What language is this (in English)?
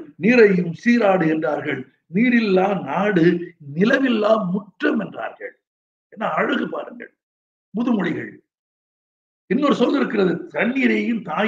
Tamil